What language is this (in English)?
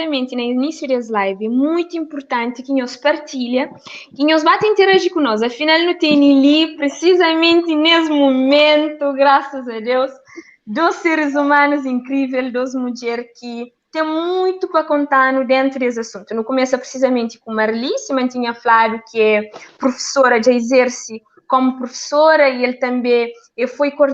Kabuverdianu